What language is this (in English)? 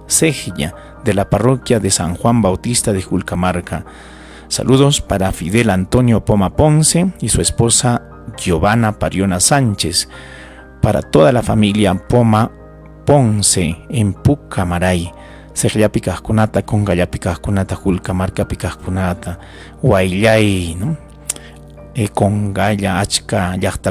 Ayacucho Quechua